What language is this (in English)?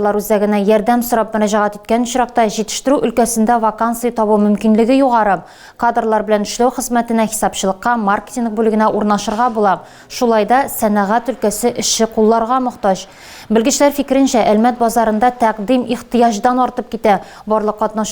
Tatar